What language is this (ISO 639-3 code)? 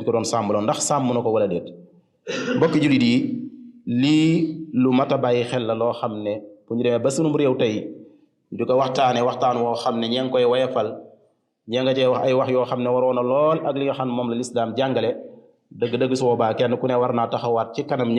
wol